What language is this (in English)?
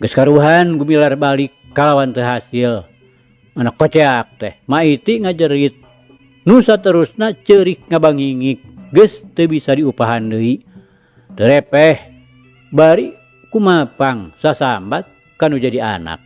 Sundanese